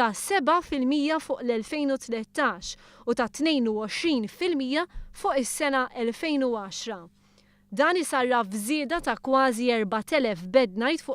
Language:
Maltese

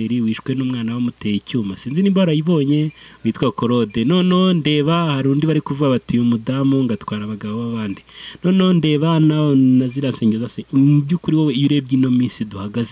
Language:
Kinyarwanda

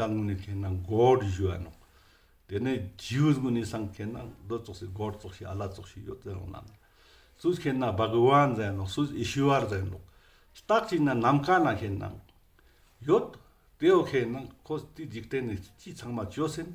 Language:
Ladakhi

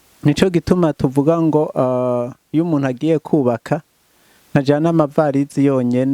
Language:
Rundi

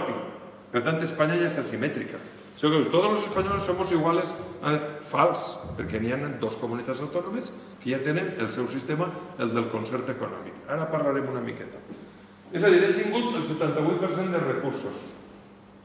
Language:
Catalan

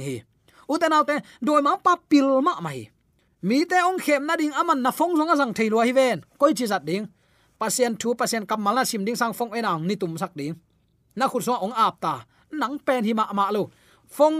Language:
Tedim Chin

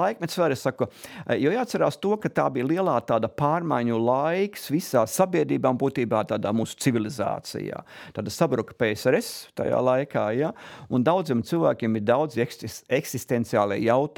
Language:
Latvian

